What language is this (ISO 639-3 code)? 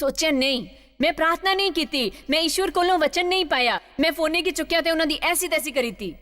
doi